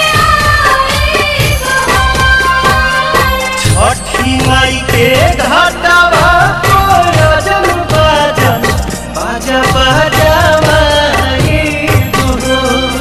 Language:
Bhojpuri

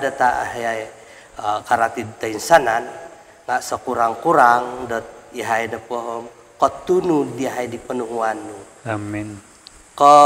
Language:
Central Dusun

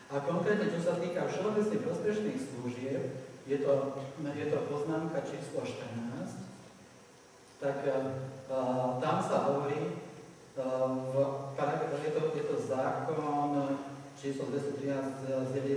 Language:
Slovak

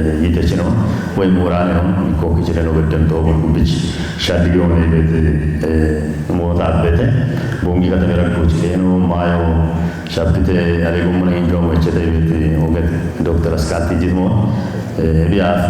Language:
Kafa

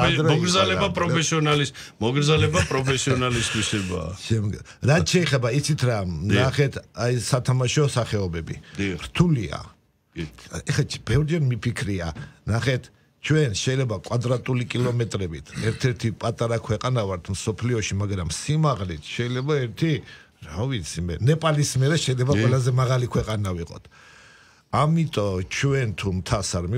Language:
Georgian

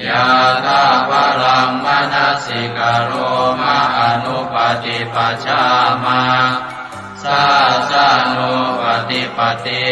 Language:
Pali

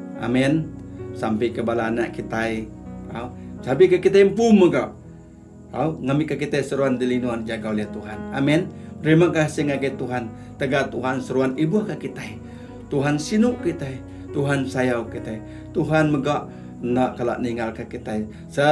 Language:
Iban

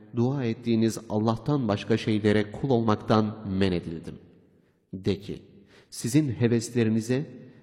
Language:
Turkish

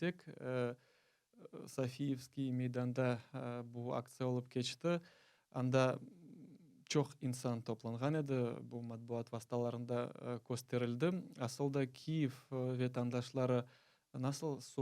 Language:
Crimean Tatar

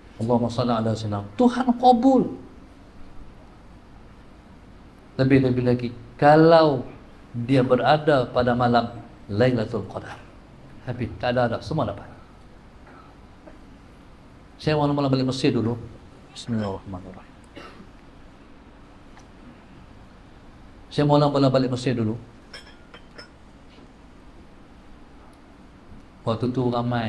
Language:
Malay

